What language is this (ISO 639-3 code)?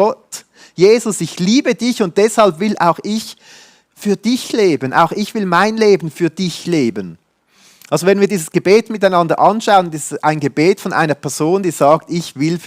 gsw